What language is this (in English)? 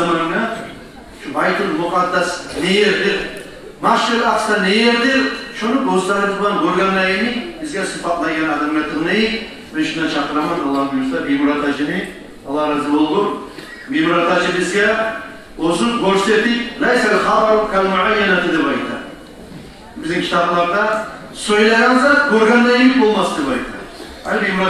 Kumyk